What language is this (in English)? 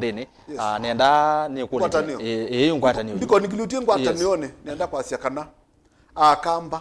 Kamba